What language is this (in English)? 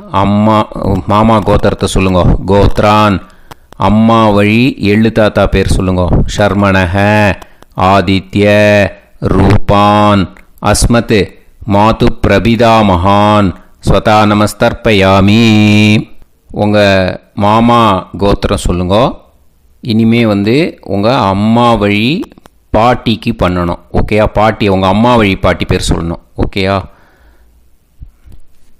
Tamil